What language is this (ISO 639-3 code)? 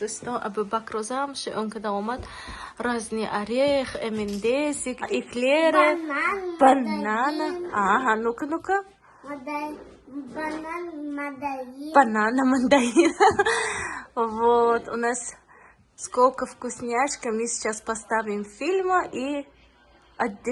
tgk